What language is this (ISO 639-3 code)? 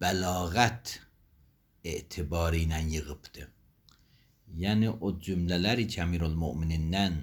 aze